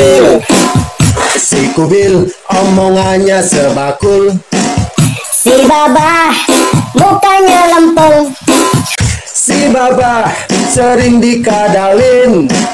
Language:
Betawi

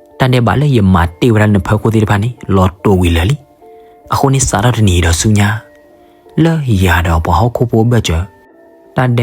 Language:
S'gaw Karen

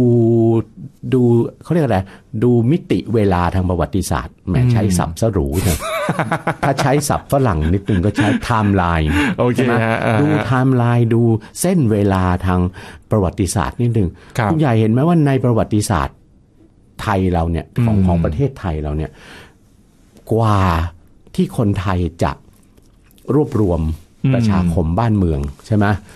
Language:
Thai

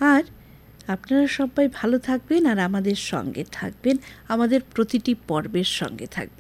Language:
Bangla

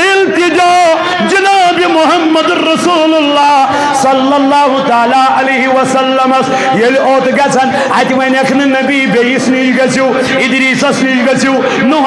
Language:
Kashmiri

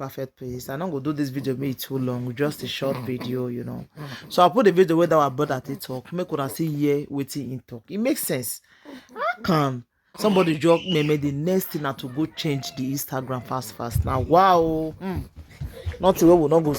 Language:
Nigerian Pidgin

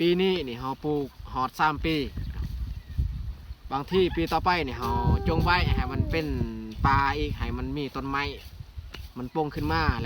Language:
Lao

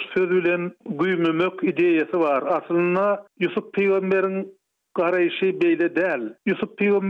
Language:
Turkmen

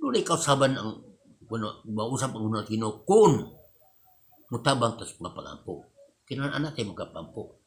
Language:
Cebuano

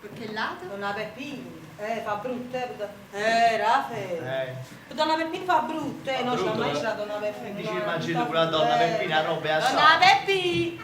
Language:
Neapolitan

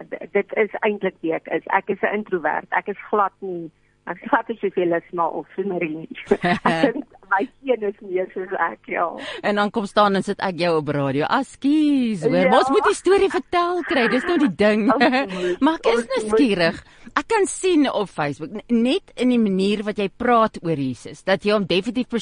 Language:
Afrikaans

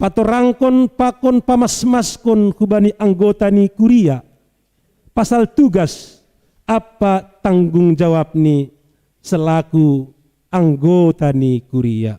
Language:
Batak Simalungun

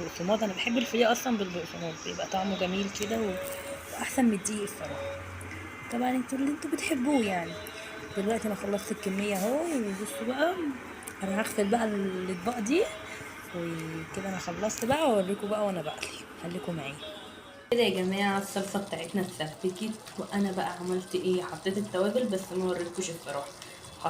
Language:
Egyptian Arabic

